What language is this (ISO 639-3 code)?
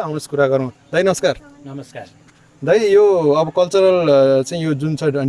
nep